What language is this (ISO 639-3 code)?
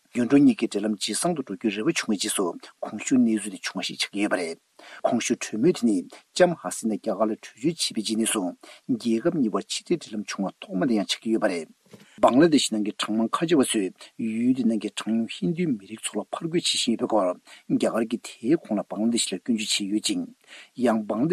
bod